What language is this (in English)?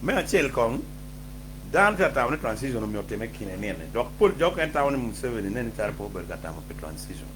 Acoli